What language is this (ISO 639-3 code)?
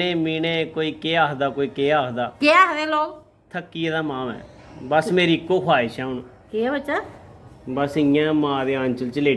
doi